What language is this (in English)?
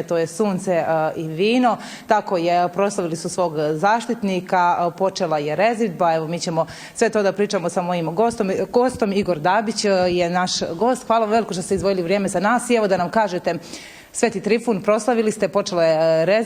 Bosnian